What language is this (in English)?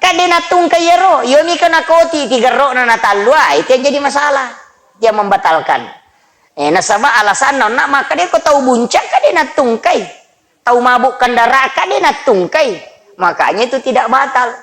Buginese